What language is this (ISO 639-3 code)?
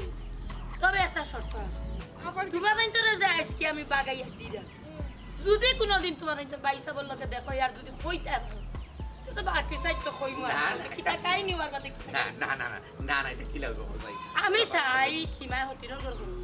syl